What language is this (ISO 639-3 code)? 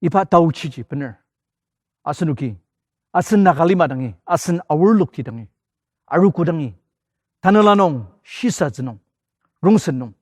njo